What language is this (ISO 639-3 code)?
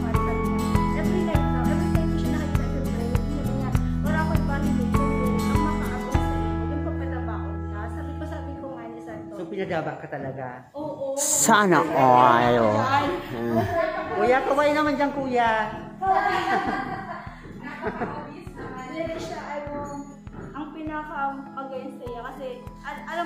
fil